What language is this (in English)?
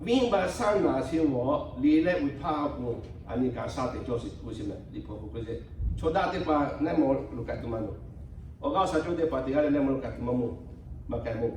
Lahu